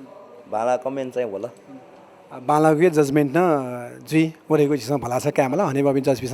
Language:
Newari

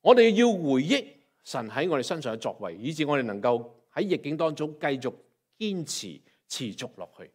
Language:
Cantonese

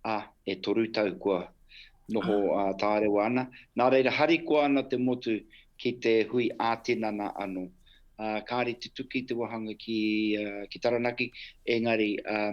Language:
Māori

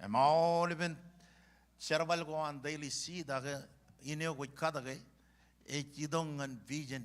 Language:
Marshallese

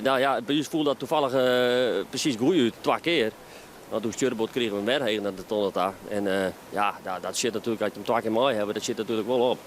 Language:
Western Frisian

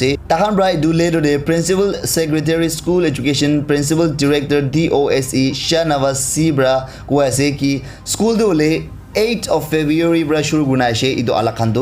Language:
Naga Pidgin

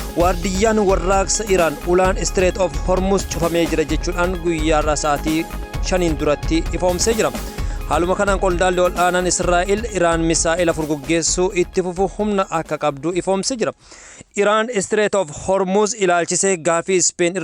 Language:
Oromo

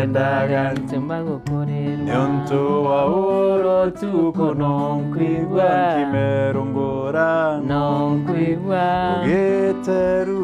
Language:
Meru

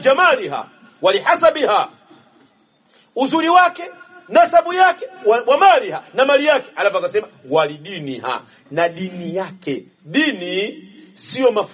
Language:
Swahili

